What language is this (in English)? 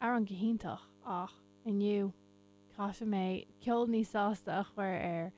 Irish